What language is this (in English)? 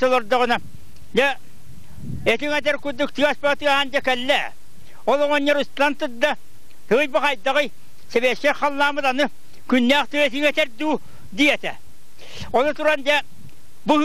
Yakut